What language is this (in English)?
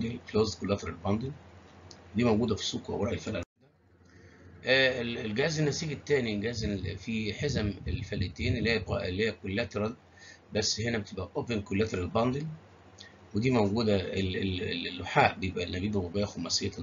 Egyptian Arabic